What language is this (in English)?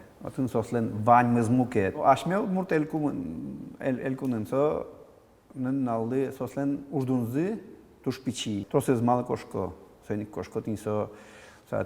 Udmurt